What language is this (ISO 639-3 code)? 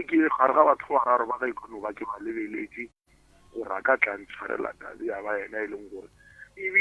nso